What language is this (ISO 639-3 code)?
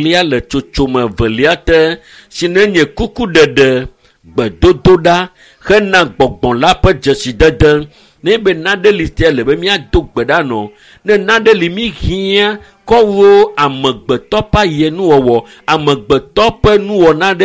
ewe